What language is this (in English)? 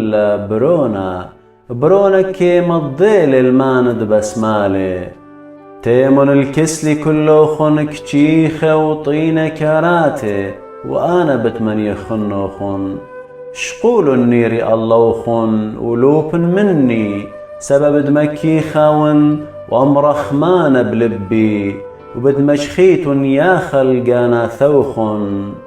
Assyrian Neo-Aramaic